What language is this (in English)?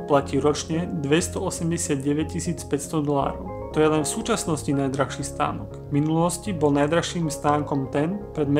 Slovak